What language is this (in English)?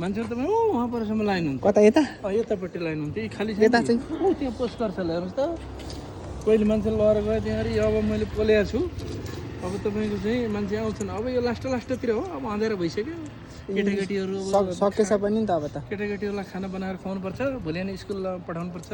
Nepali